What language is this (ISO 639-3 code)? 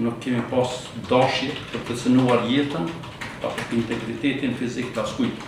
sqi